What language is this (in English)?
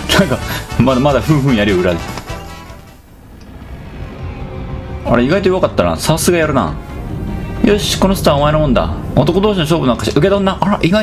Japanese